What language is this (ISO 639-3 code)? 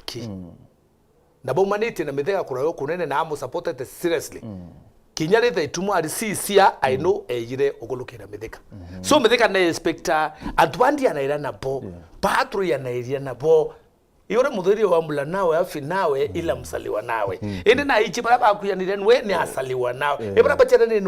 mer